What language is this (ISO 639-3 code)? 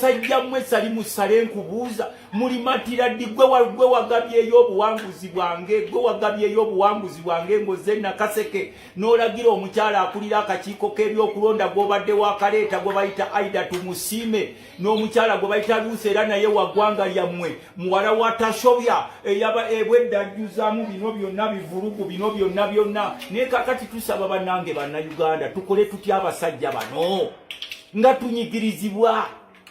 lug